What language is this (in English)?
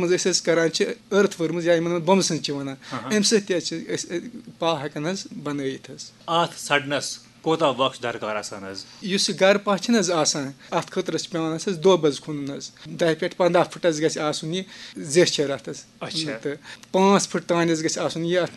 Kashmiri